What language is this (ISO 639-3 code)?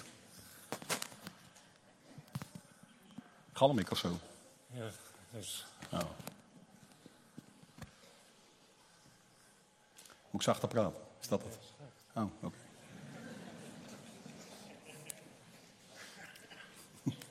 nld